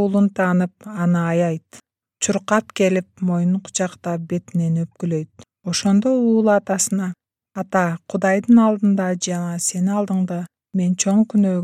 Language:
Kyrgyz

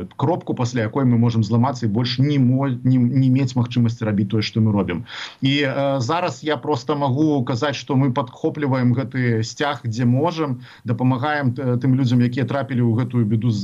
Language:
Belarusian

